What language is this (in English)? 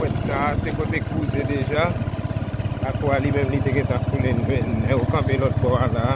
Haitian Creole